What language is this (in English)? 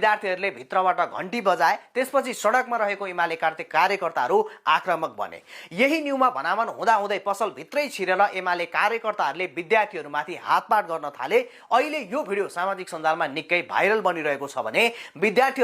Nepali